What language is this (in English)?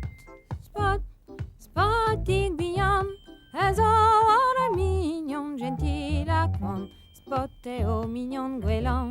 Breton